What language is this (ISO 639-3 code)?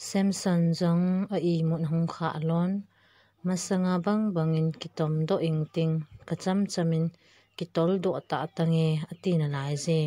tcz